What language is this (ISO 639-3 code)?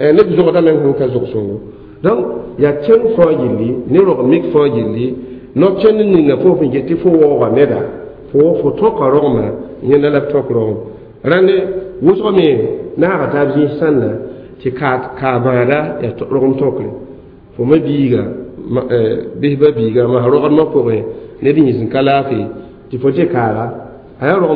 mos